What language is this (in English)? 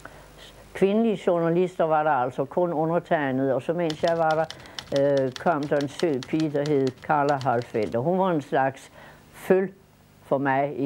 Danish